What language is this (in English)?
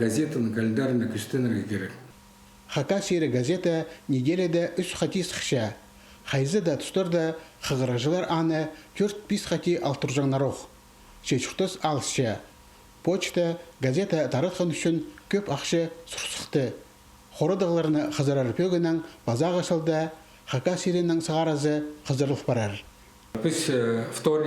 Khakas